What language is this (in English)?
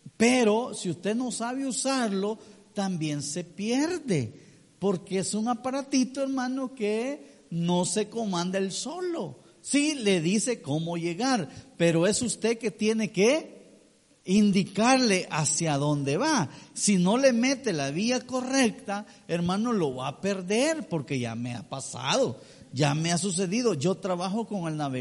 Spanish